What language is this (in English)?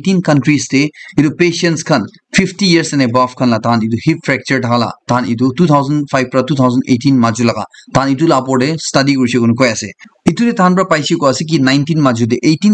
Naga Pidgin